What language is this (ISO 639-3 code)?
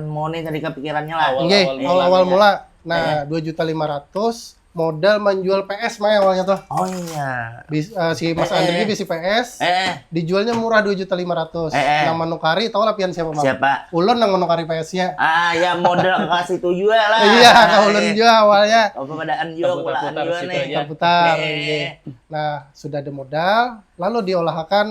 bjn